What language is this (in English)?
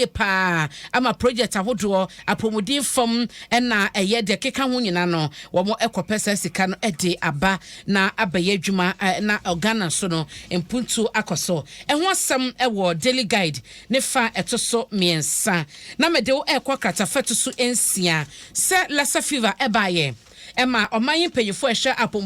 Akan